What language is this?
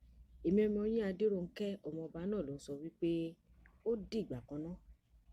Yoruba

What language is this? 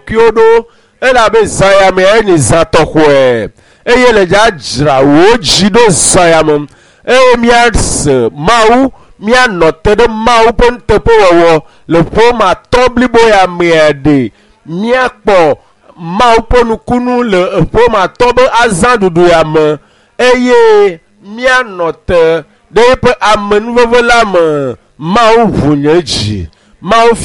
Ewe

